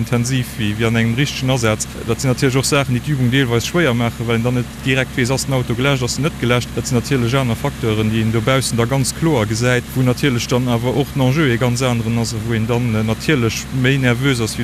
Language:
Luxembourgish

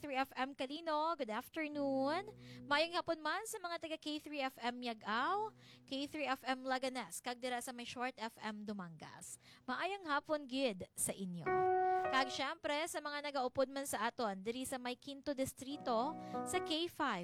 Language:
Hiligaynon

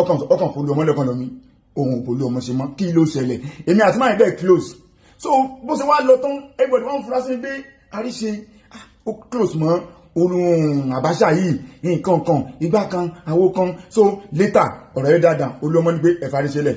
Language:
Yoruba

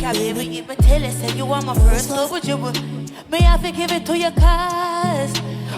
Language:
Jamaican Creole English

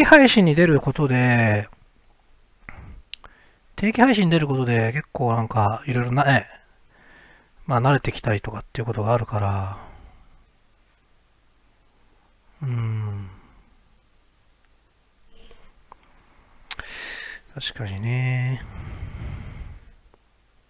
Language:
Japanese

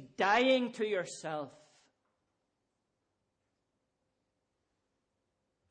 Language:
English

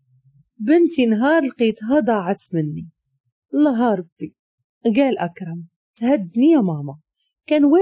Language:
Moroccan Arabic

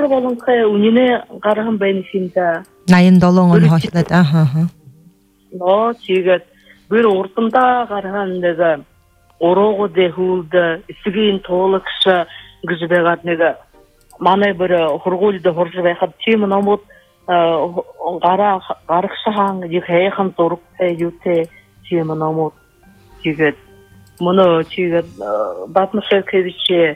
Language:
Buriat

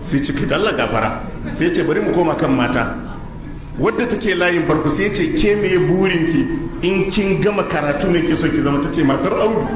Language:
Hausa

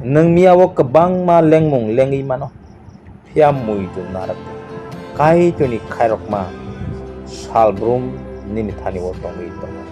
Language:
Kok Borok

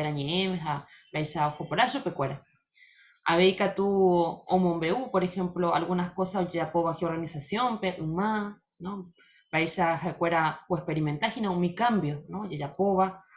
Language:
Guarani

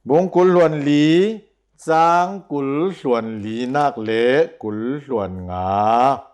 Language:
Hakha Chin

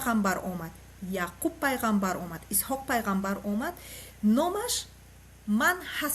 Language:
Tajik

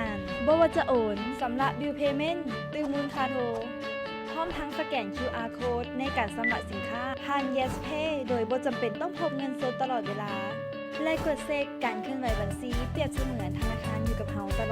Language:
Lao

